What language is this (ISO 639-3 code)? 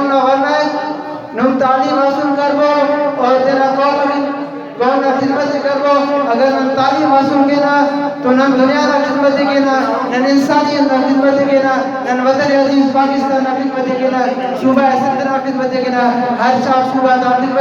brh